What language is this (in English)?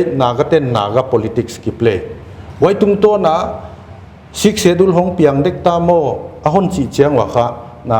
Paite Chin